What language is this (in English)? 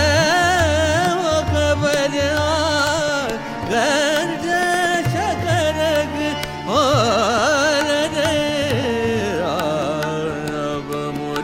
Lambadi